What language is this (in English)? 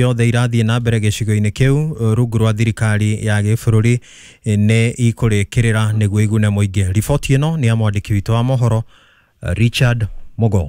Kikuyu